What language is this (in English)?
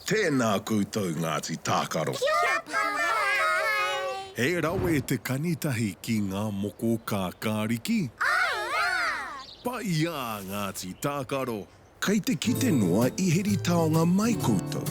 Māori